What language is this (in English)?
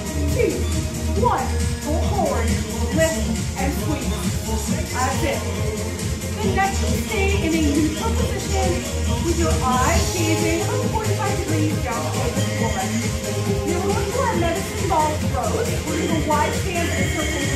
English